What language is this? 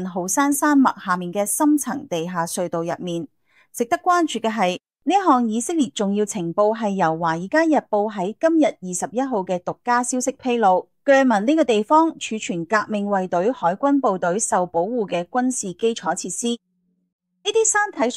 Cantonese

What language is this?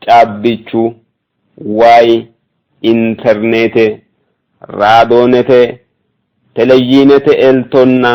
Sidamo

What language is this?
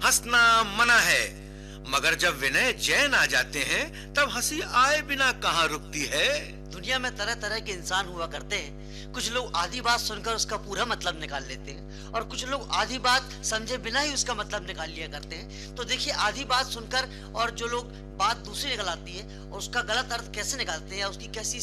Hindi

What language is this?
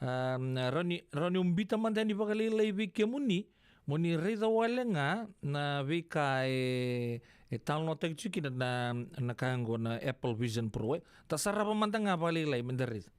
Fijian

